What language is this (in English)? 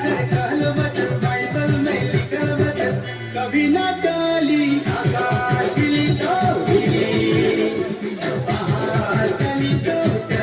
Sadri